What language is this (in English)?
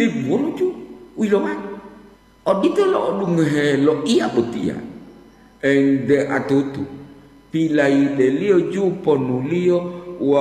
Gorontalo